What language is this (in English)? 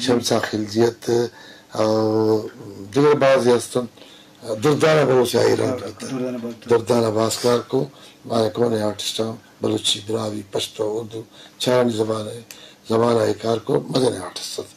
Eastern Balochi